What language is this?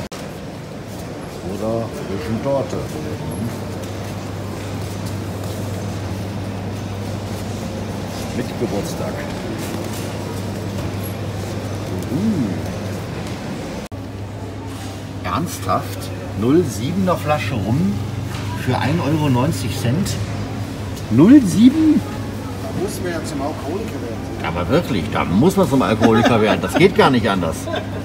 German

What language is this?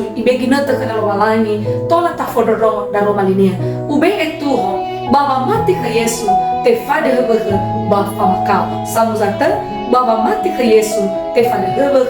Nias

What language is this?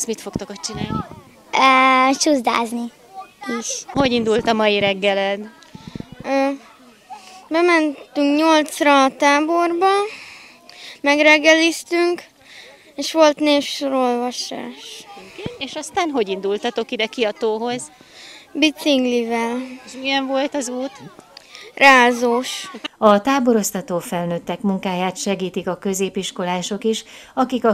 Hungarian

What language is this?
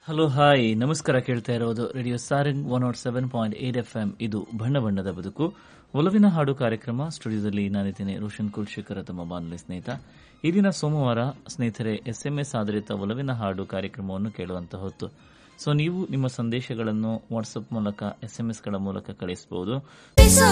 Kannada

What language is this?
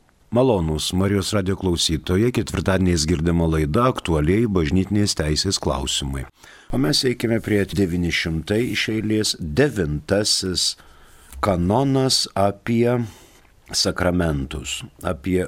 Lithuanian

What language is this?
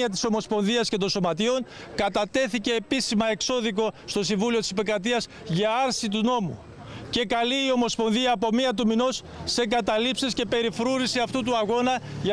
Greek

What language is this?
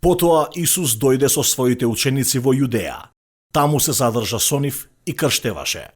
Macedonian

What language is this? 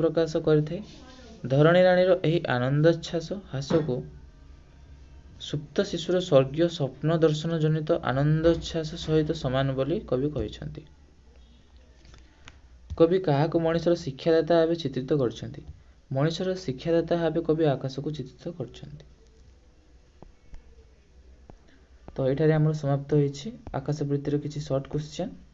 Odia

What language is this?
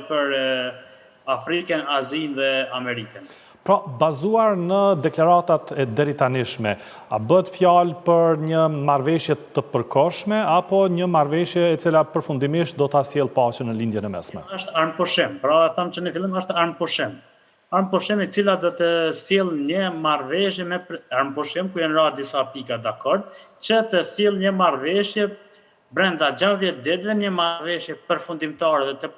Albanian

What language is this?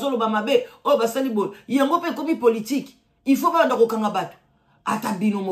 Lingala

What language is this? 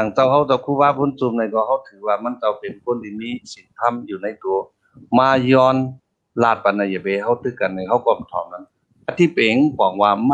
Shan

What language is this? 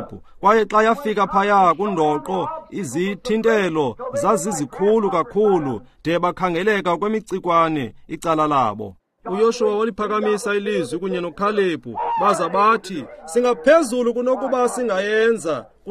Xhosa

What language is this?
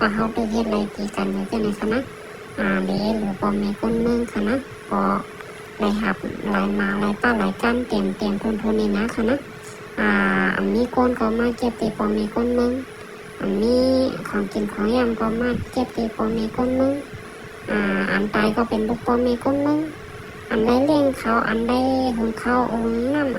Shan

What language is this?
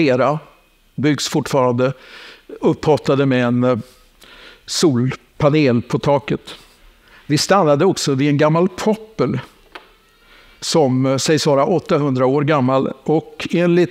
Swedish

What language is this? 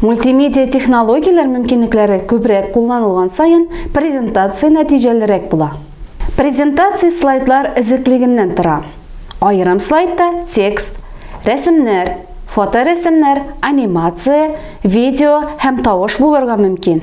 Tatar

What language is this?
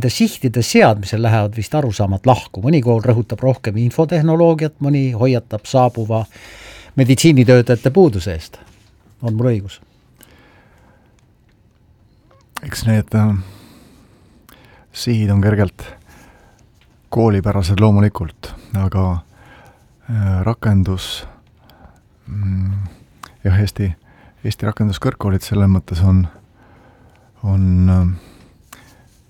Estonian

